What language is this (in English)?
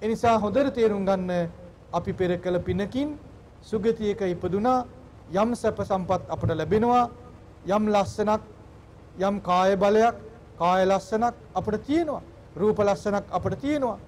Sinhala